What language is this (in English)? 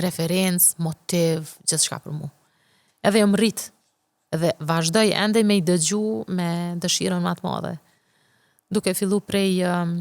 Albanian